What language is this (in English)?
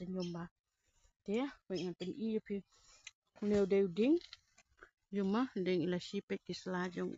Khasi